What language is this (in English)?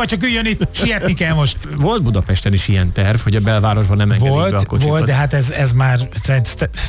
Hungarian